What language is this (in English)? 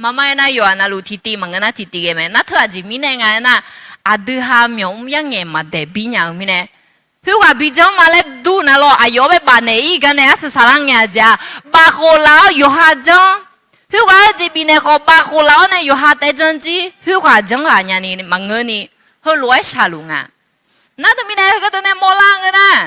Akha